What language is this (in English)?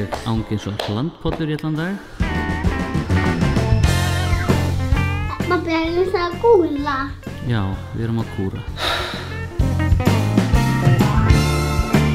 Icelandic